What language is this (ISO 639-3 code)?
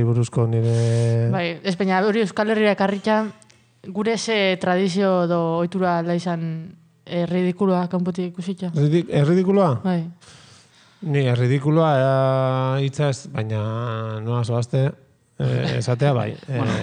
eus